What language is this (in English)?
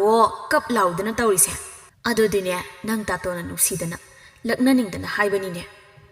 Manipuri